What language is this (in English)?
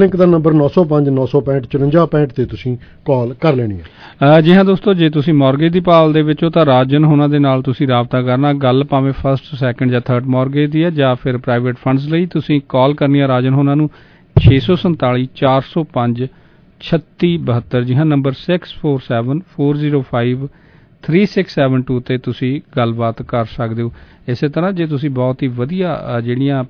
Punjabi